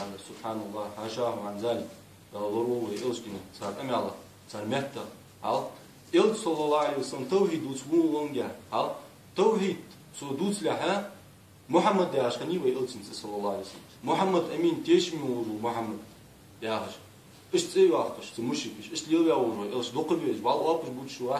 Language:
Ingush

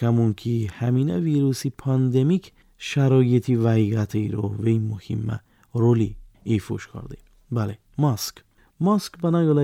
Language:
Tajik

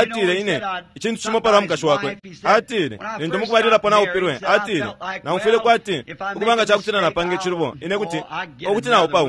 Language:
Bemba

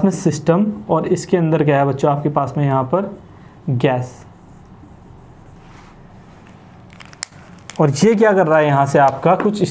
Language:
Hindi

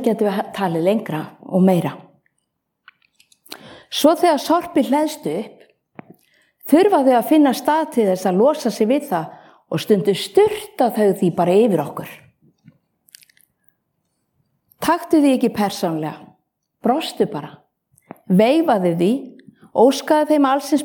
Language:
Icelandic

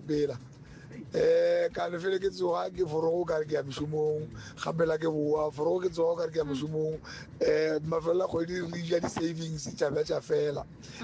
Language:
Northern Sotho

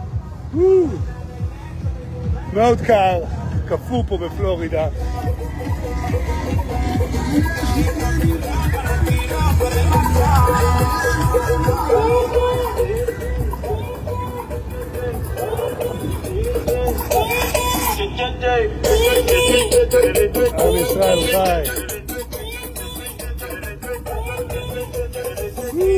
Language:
Hebrew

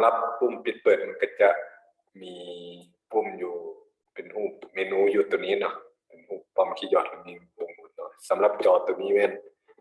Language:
Lao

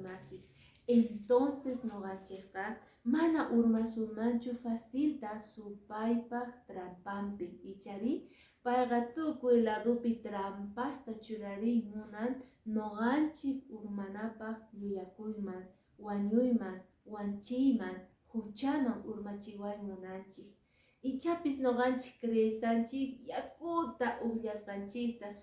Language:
Quechua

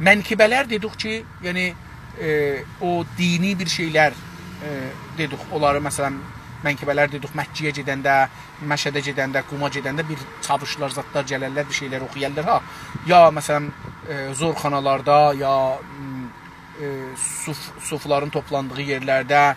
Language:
South Azerbaijani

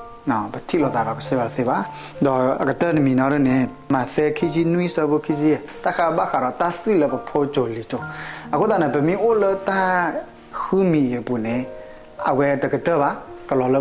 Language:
S'gaw Karen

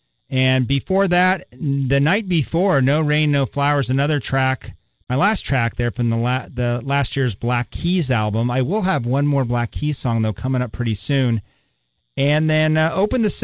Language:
English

